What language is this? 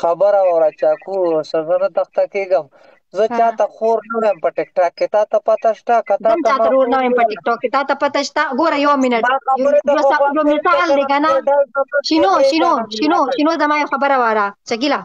Pashto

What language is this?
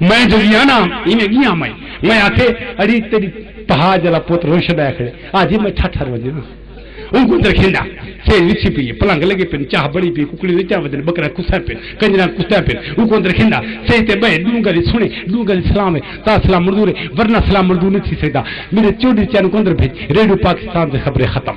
Saraiki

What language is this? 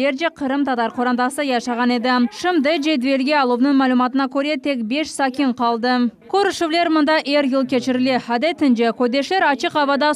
Crimean Tatar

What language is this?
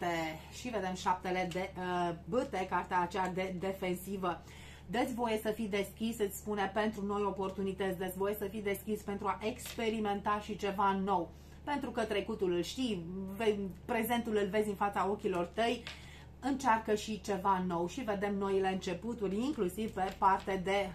Romanian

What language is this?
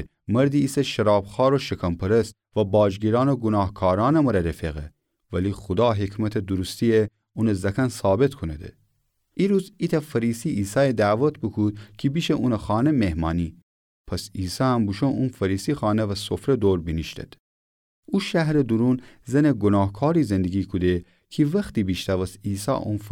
Gilaki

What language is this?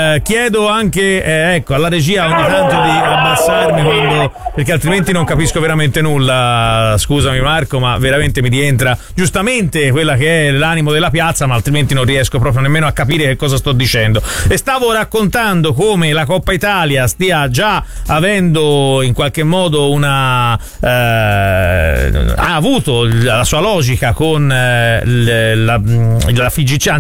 Italian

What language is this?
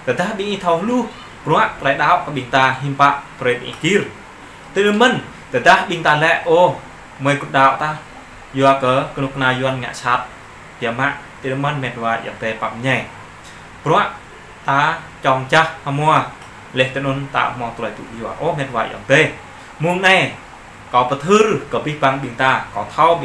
Jarai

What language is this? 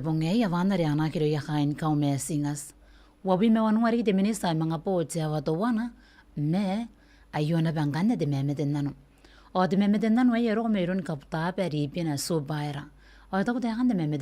Gilbertese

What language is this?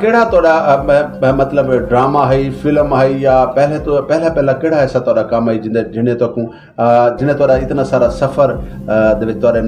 Saraiki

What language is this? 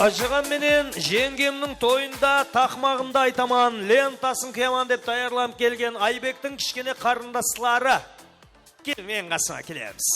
Kara-Kalpak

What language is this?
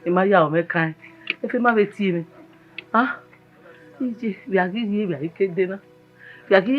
Bini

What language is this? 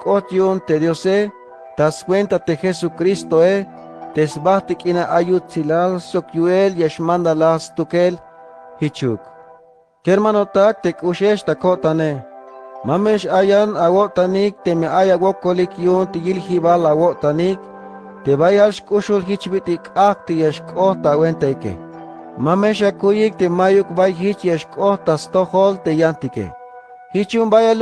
Tzeltal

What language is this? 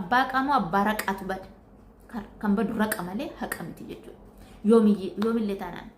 Oromo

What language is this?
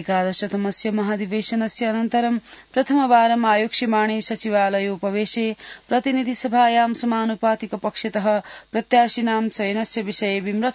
Sanskrit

